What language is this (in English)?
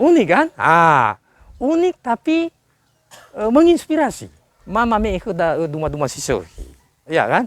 Nias